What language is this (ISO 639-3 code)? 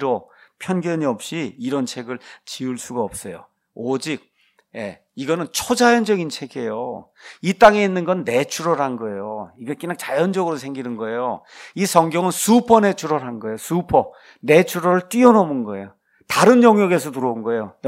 kor